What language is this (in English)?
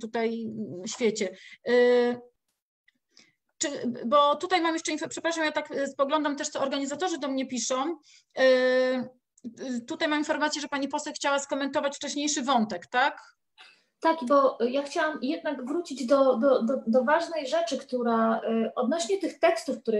Polish